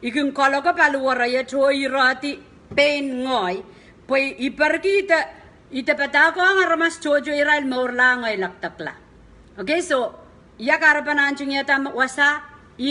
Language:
Pohnpeian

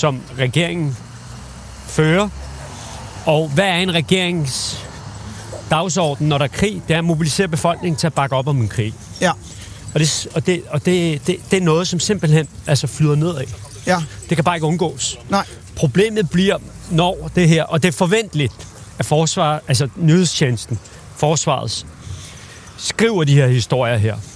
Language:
Danish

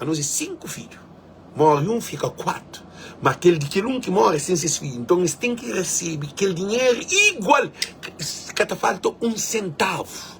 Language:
Kabuverdianu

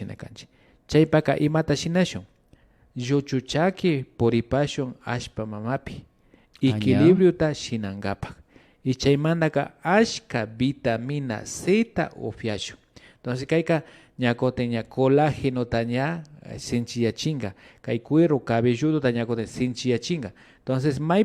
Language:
Imbabura Highland Quichua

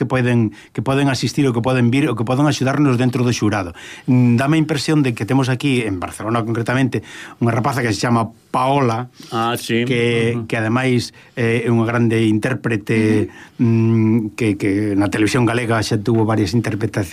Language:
Galician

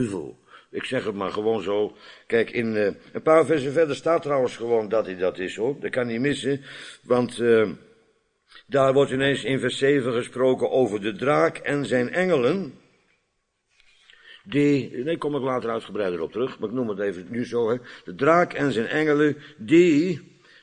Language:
Dutch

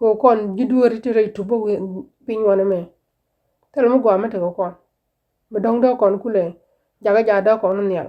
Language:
Nuer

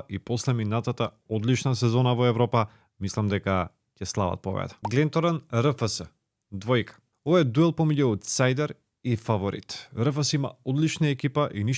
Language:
Macedonian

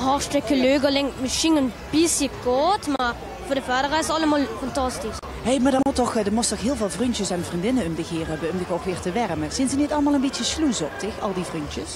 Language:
Limburgish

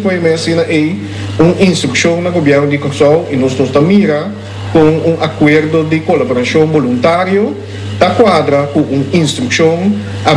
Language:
Papiamento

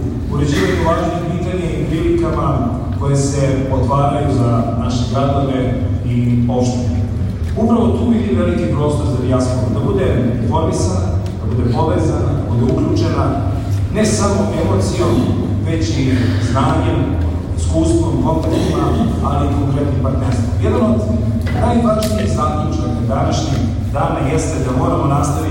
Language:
Serbian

